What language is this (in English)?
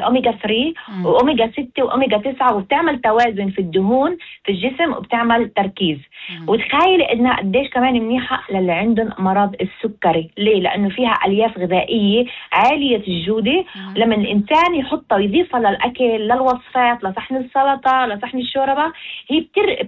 North Levantine Arabic